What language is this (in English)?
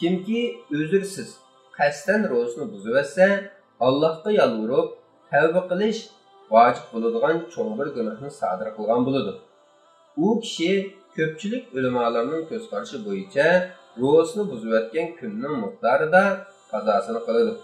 Uyghur